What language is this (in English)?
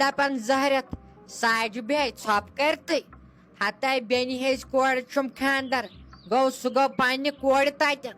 Kashmiri